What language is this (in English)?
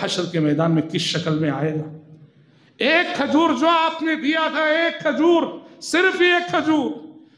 Urdu